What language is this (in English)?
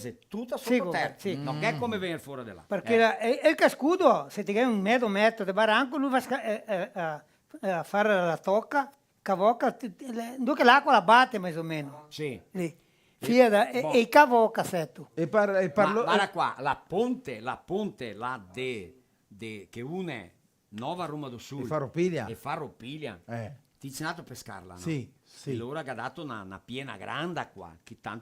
Venetian